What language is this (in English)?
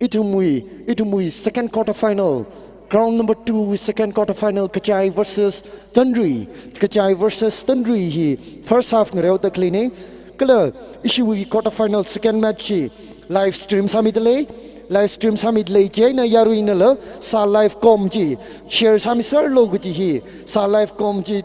Tangkhul Naga (India)